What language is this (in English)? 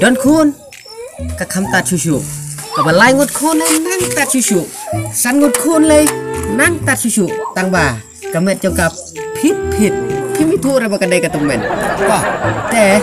Khasi